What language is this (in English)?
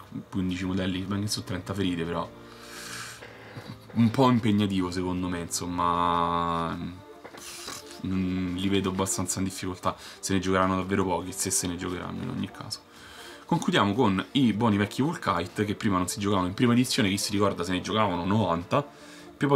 Italian